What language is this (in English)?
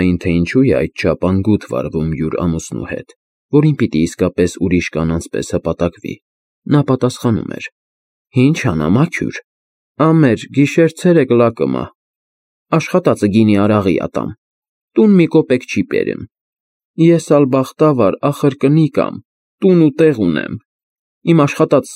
Armenian